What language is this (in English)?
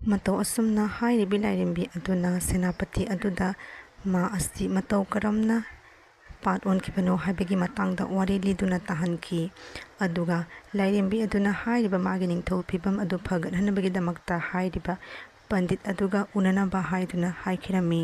Manipuri